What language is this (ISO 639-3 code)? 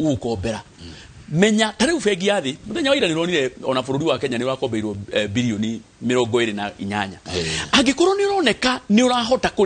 kik